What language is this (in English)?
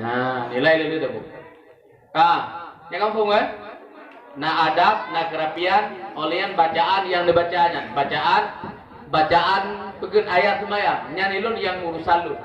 Achinese